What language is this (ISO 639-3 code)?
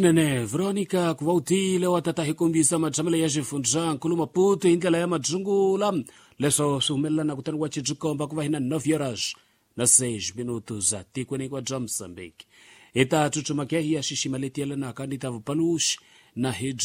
tso